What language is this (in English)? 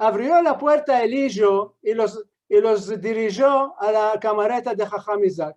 Ladino